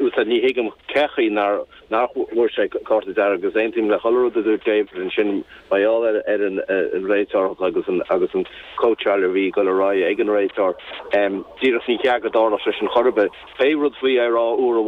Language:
Irish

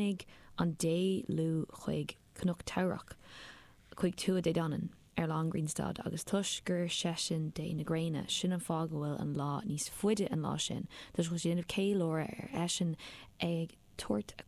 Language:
Irish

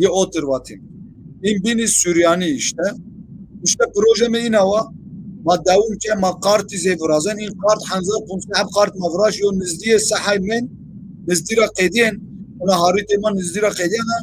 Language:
Zaza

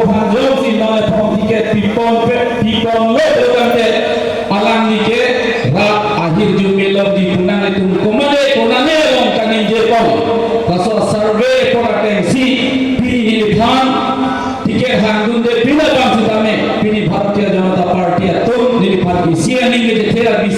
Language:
Karbi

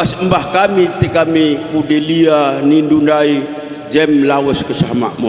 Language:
Batak Karo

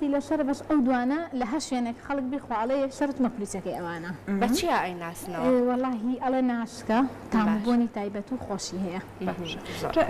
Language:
Central Kurdish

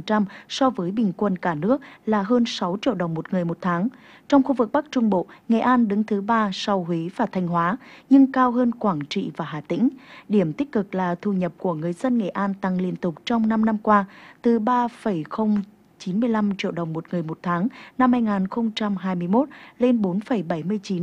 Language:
Vietnamese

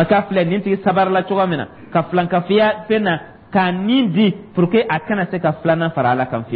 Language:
Dyula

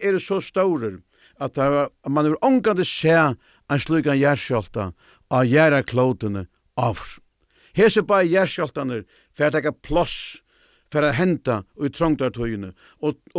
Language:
Faroese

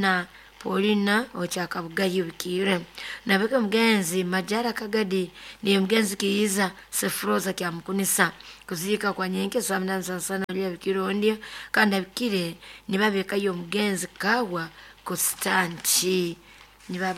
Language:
Nyoro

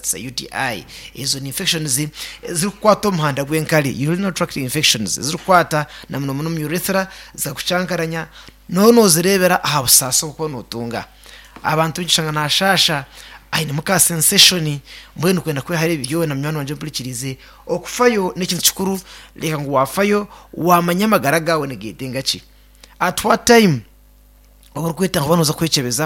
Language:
Nyankole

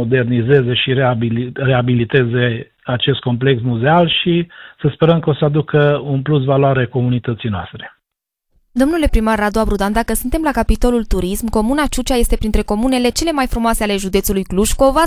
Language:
Romanian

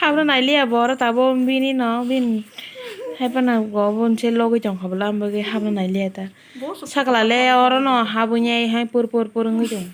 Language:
Kok Borok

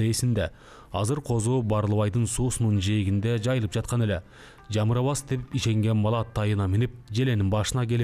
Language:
Kyrgyz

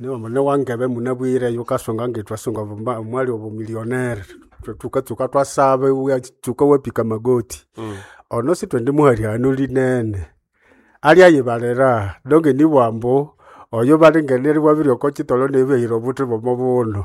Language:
Nande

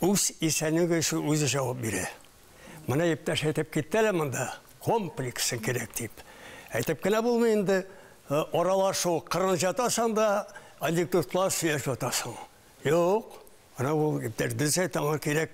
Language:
Tatar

